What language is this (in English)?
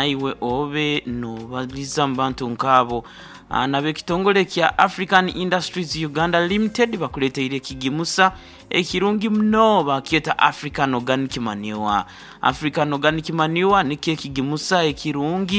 Nyankole